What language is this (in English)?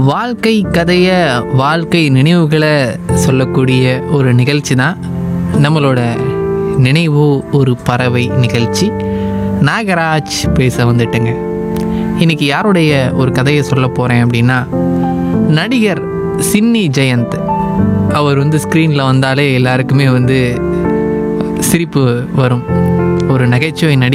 Tamil